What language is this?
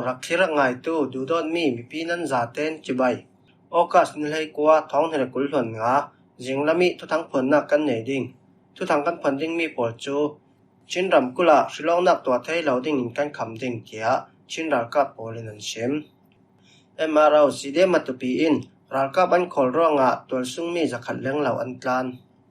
Falam Chin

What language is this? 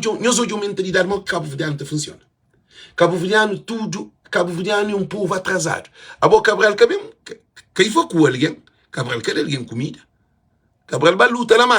Kabuverdianu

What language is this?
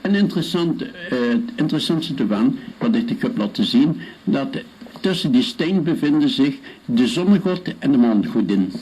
Limburgish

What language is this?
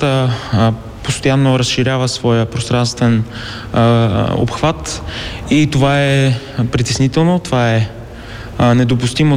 Bulgarian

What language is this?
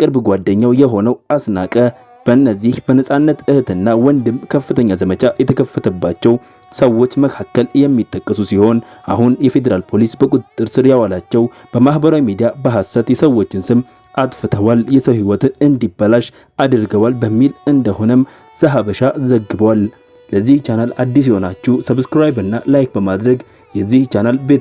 Amharic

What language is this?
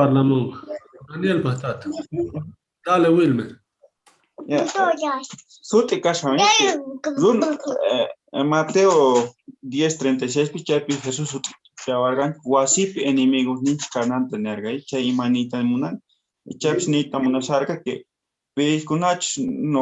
South Bolivian Quechua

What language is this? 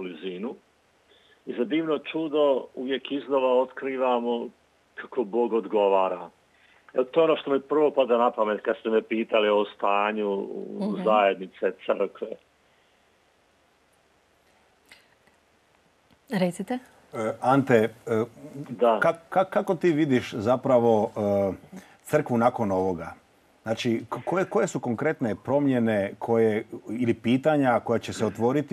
Croatian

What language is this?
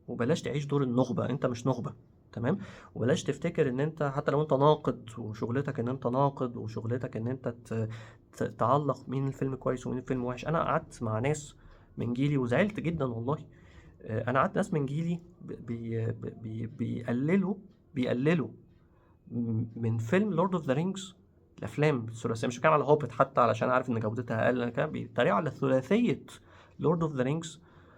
Egyptian Arabic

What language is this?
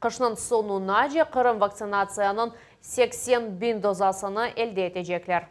Crimean Tatar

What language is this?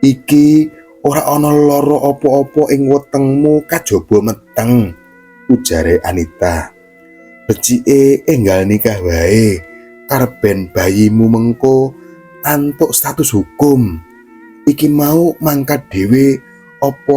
Javanese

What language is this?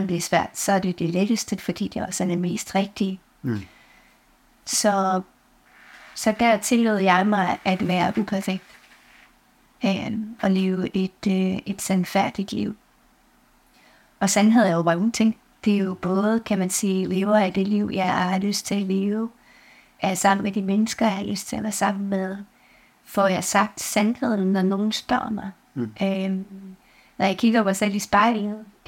Danish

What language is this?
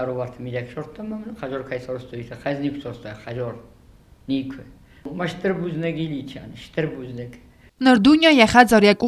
Ossetic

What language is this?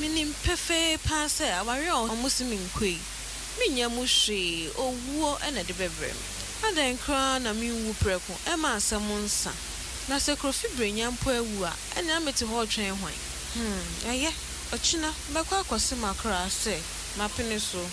Akan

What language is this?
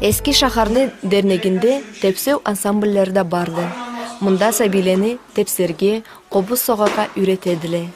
Karachay-Balkar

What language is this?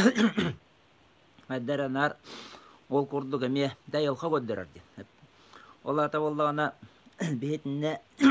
Yakut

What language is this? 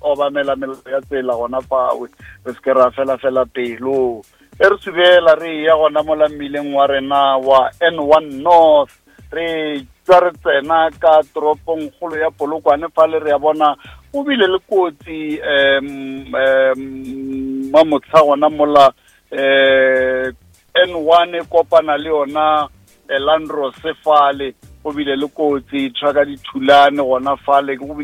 Northern Sotho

